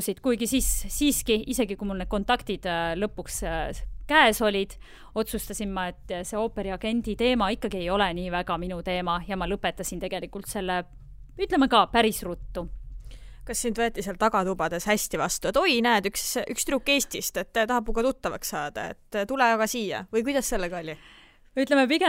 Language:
Estonian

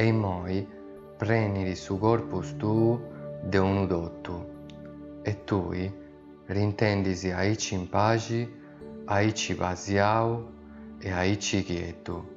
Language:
Sardinian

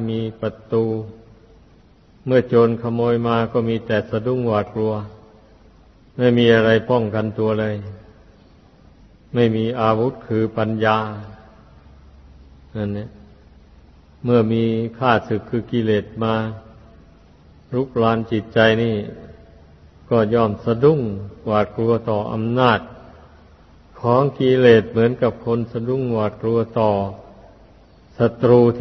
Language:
Thai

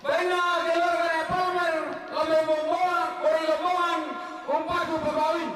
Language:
Toraja-Sa'dan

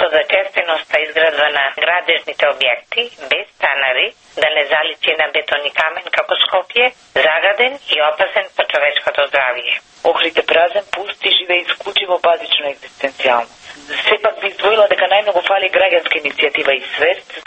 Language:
Macedonian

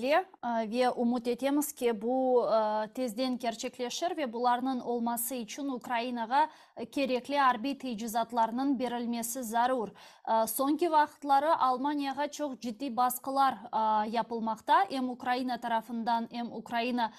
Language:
Crimean Tatar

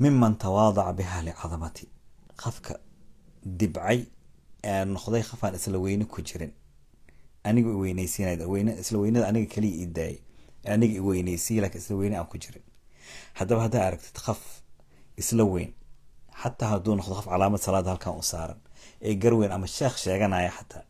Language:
Somali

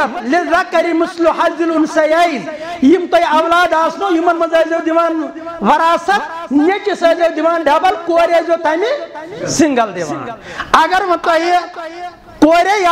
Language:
Kashmiri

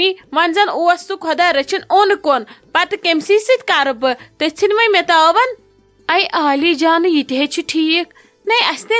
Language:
Kashmiri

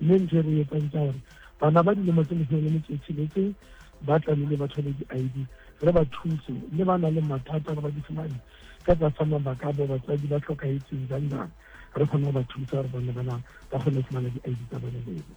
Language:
Southern Sotho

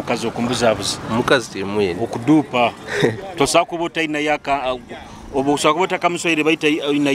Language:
Nyoro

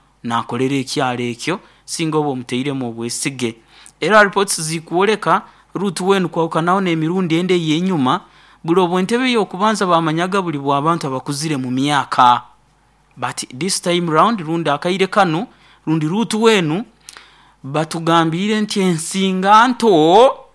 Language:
Nyankole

